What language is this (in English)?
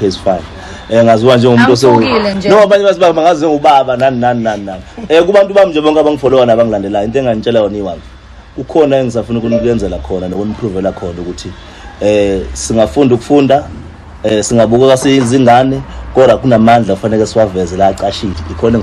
Zulu